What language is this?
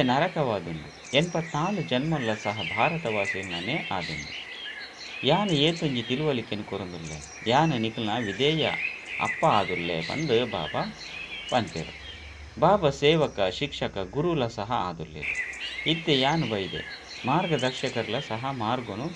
Tulu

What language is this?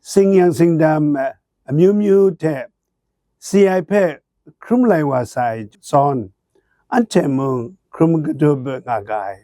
Kachin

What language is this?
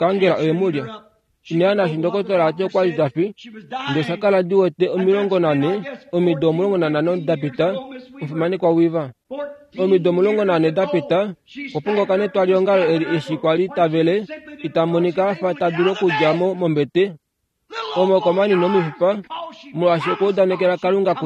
Kuanyama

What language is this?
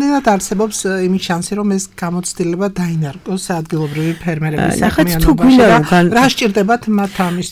Georgian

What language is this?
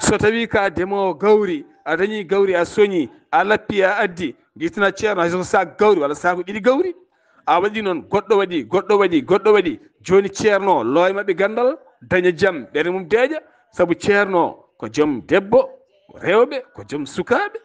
Fula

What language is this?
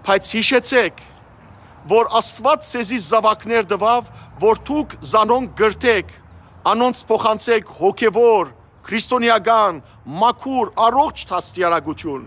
Western Armenian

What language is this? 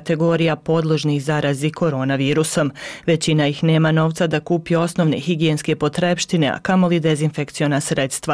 Bosnian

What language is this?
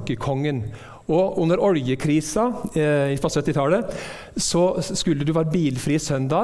Norwegian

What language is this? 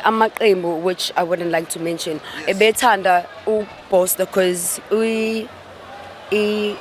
Zulu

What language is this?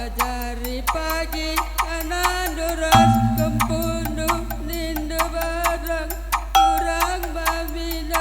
Batak Karo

